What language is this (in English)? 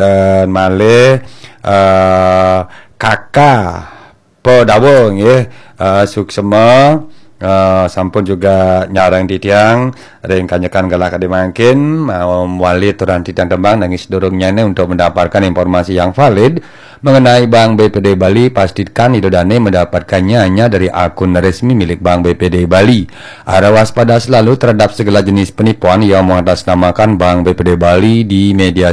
Balinese